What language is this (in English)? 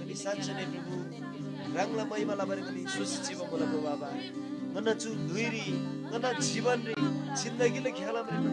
Eastern Tamang